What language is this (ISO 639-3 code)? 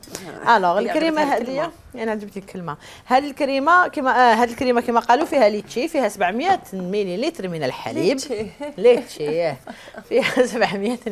arq